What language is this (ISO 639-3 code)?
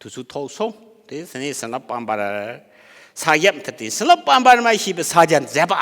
bod